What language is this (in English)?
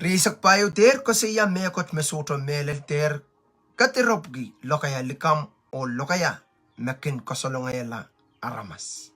Pohnpeian